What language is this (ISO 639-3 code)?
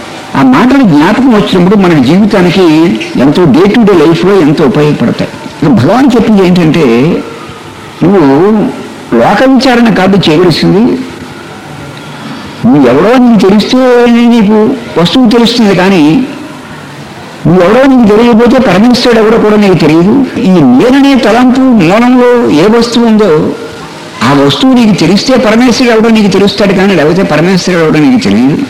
tel